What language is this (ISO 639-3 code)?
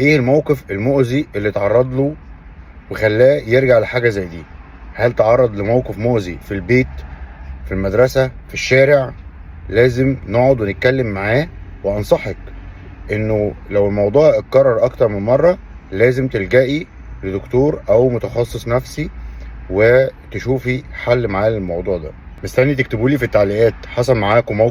arz